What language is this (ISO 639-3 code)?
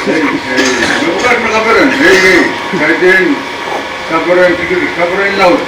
pon